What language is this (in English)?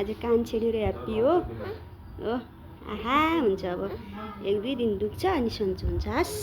Nepali